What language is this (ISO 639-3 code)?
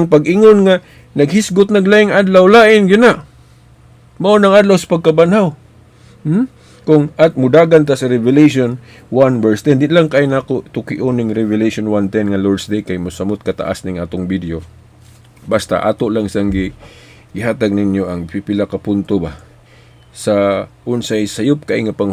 ceb